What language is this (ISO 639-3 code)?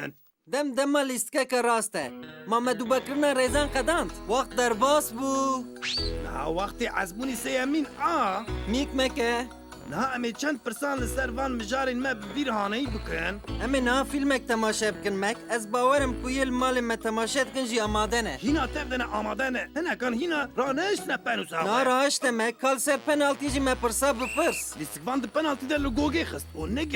kur